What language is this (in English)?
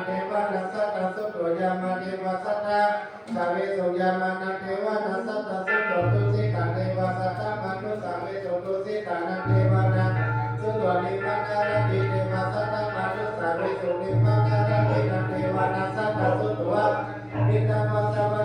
Pali